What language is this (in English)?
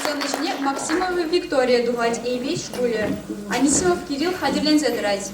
Chuvash